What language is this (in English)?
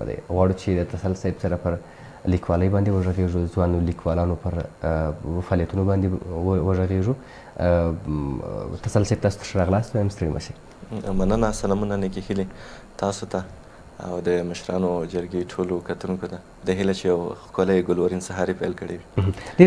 Pashto